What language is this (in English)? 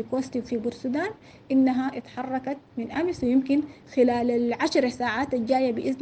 Sudanese Arabic